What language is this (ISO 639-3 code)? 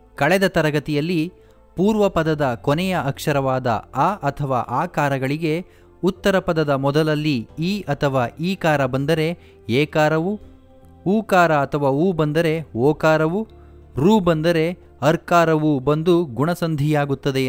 kan